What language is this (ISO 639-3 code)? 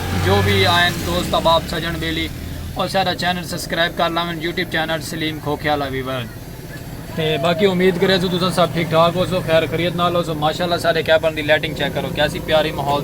skr